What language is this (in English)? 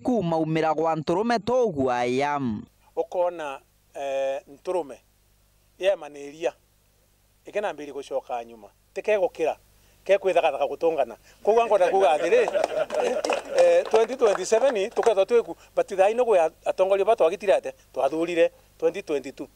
Meru